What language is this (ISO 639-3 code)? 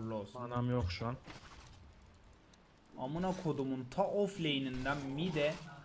tur